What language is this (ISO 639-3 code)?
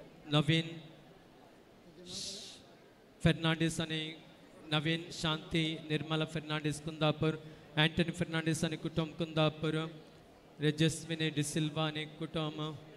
kok